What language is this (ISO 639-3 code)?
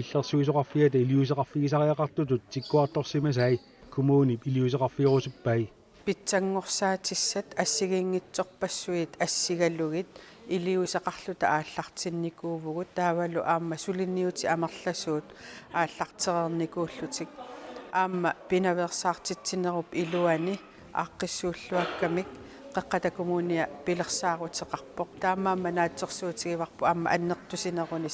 kal